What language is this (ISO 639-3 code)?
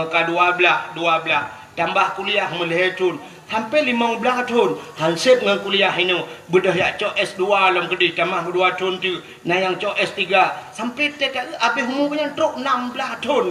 ace